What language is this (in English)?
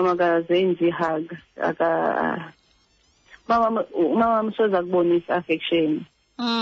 Xhosa